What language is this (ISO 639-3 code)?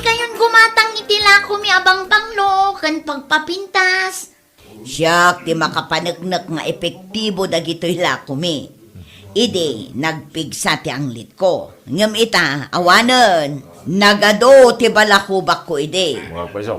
ilo